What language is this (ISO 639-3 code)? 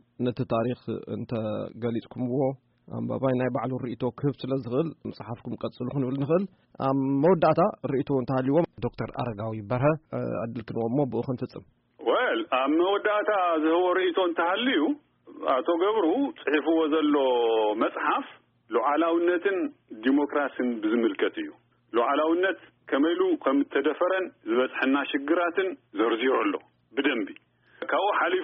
tir